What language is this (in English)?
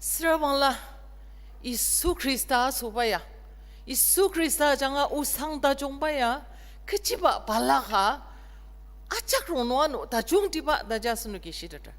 Ao Naga